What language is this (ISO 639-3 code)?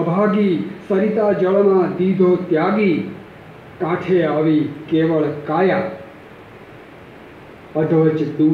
guj